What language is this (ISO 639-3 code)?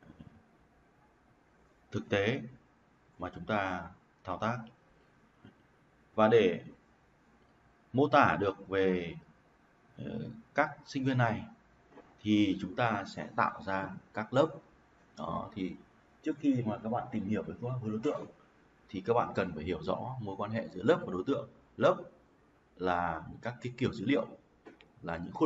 vie